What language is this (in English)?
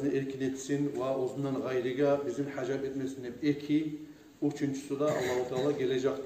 Kumyk